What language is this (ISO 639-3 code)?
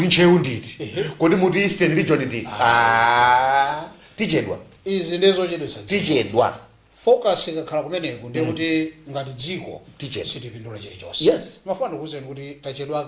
nya